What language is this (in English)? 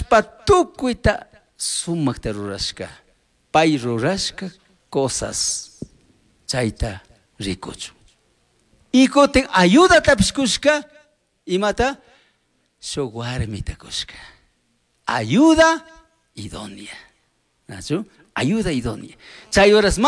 Chimborazo Highland Quichua